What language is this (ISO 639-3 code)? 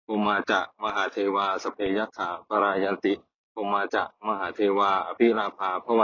pli